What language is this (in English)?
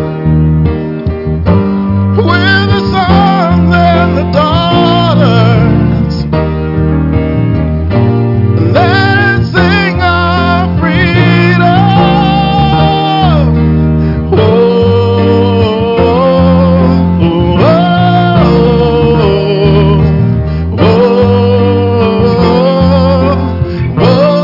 English